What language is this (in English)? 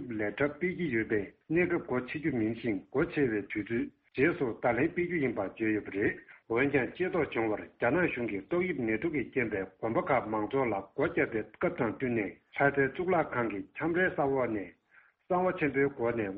Tibetan